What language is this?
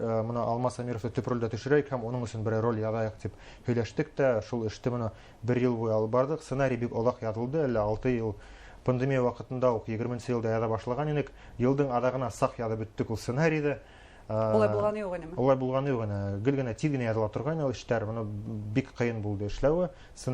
Bashkir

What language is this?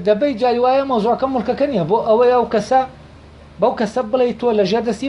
Central Kurdish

